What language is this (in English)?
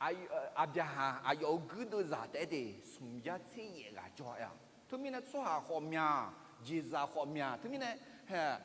Akha